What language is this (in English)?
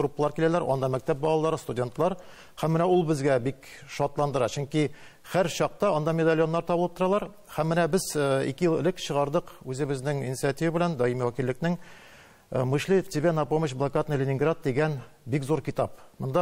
Tatar